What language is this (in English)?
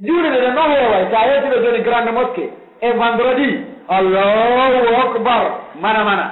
Pular